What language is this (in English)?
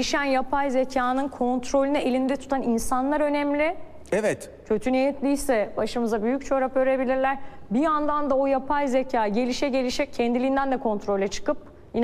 Turkish